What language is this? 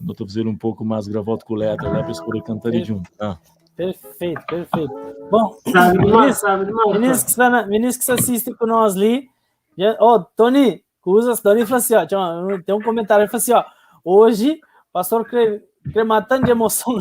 Kabuverdianu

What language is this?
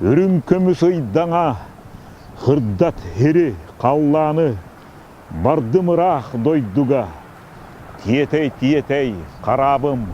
Yakut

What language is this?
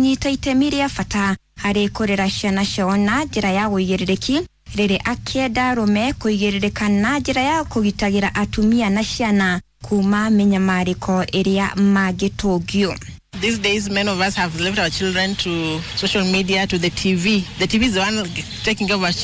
Kikuyu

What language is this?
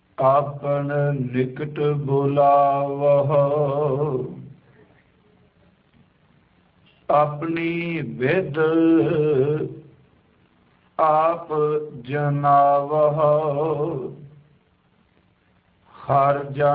Punjabi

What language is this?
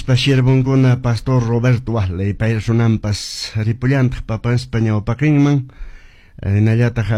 Quechua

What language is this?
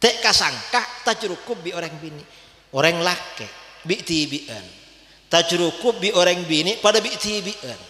Madurese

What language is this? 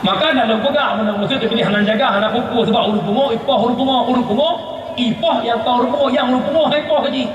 Achinese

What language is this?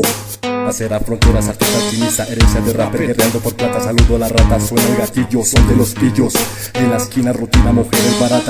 Spanish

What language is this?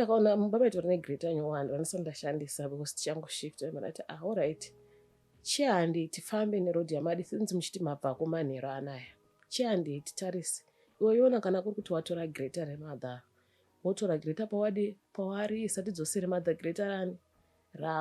Shona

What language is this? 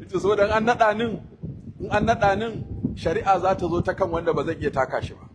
Hausa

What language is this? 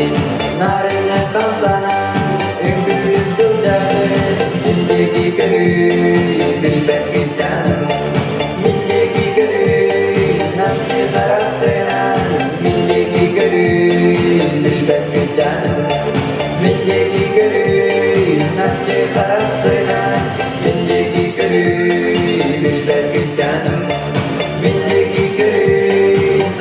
Yakut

